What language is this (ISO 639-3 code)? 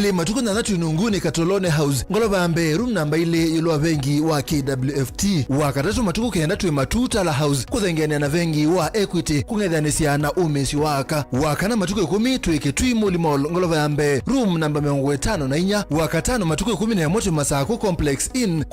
kam